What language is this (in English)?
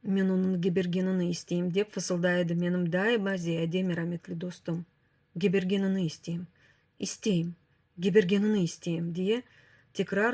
Crimean Tatar